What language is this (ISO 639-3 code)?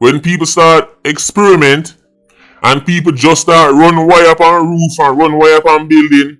jam